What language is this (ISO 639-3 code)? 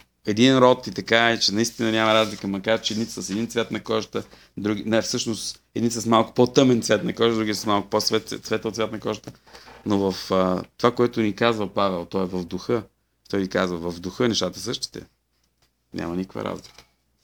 bul